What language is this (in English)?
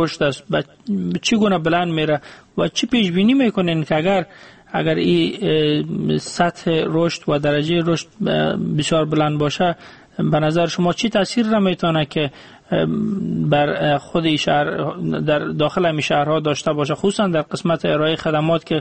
Persian